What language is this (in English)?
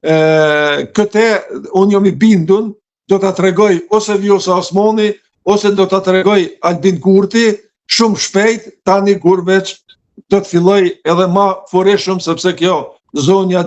Albanian